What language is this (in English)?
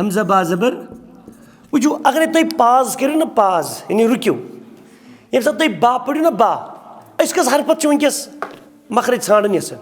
Kashmiri